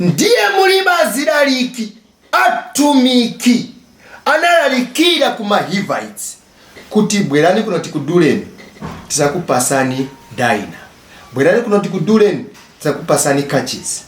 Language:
Nyanja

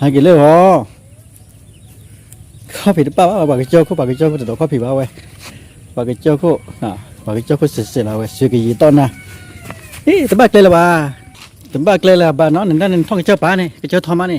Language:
S'gaw Karen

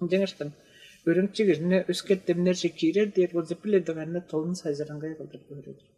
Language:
Tuvinian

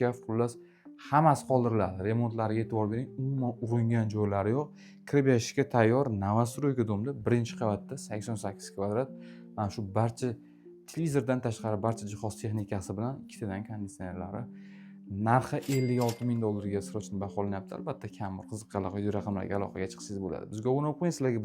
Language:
Uzbek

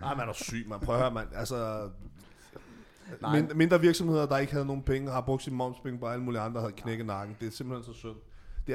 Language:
Danish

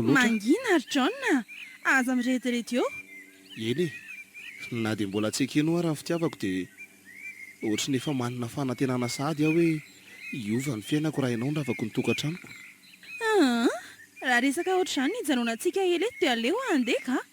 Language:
Malagasy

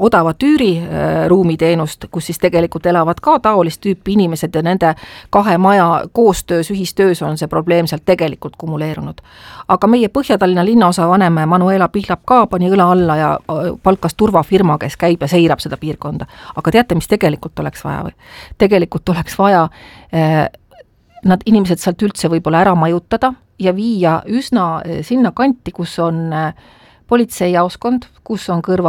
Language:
Estonian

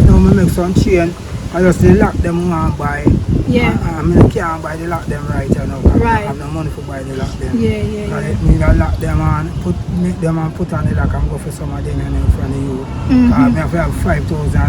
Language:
Jamaican Creole English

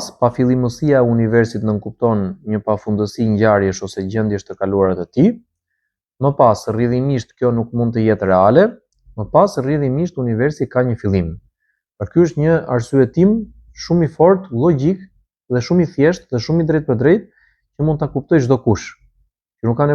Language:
Albanian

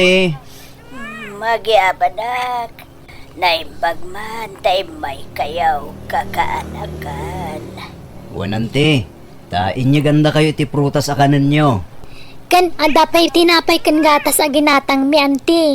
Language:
Iloko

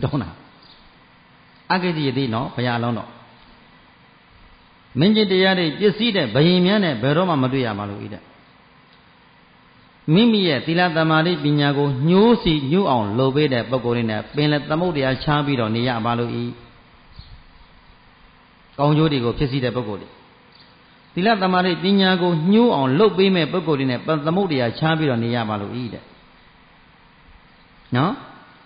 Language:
Burmese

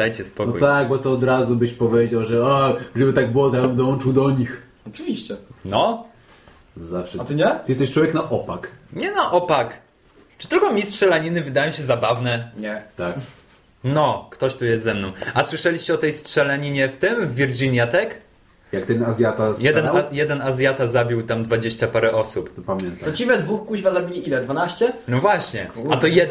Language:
Polish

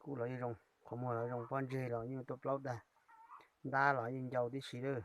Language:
Hmong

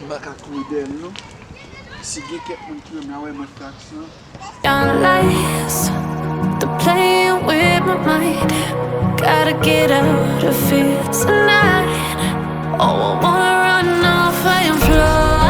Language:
Haitian Creole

